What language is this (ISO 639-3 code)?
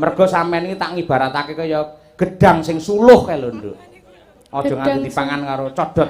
jav